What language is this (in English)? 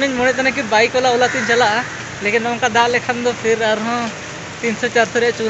Santali